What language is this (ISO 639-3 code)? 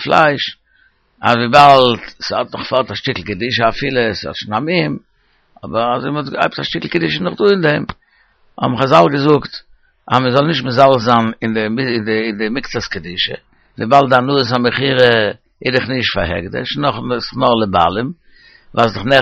yid